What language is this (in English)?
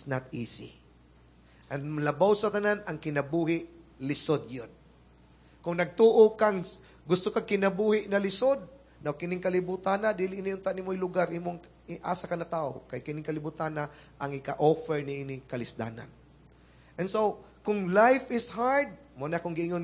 Cebuano